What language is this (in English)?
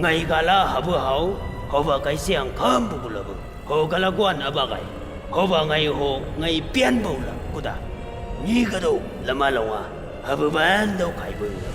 Chang Naga